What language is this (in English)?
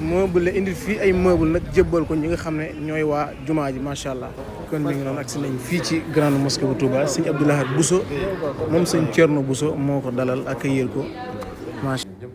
Wolof